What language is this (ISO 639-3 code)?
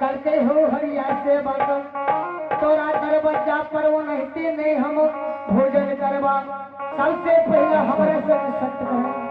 mai